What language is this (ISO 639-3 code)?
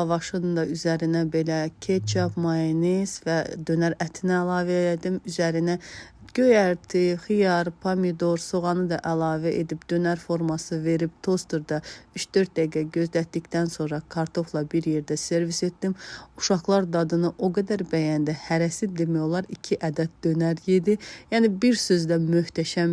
aze